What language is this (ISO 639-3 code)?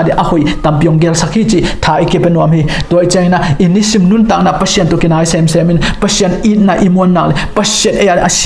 ctd